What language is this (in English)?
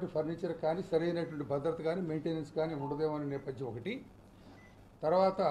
Telugu